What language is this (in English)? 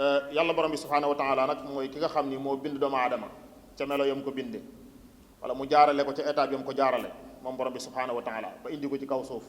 Wolof